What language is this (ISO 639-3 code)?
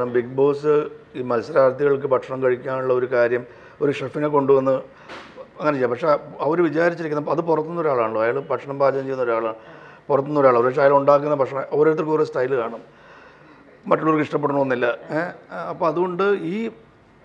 mal